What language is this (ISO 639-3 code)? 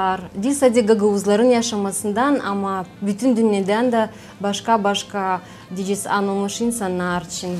gag